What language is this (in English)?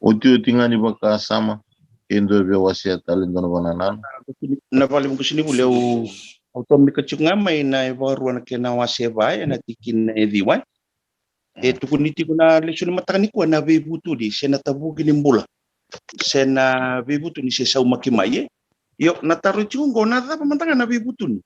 Fijian